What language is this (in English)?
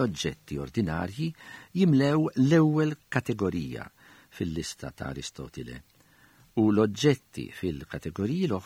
Maltese